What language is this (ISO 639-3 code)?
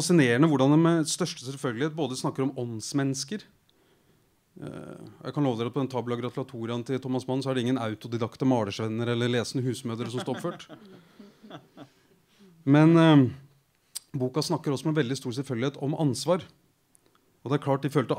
nor